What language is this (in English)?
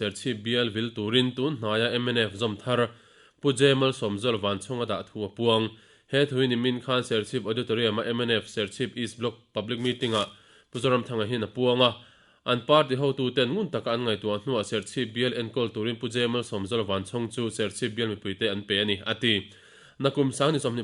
Mizo